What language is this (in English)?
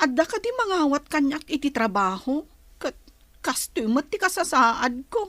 Iloko